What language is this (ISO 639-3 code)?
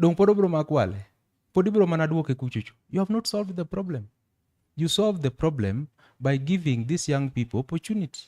luo